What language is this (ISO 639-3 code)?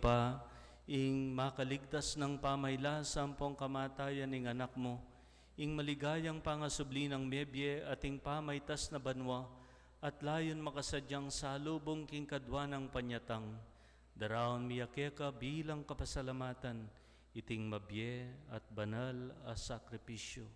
pam